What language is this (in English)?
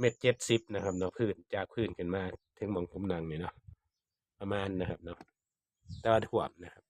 Northeastern Thai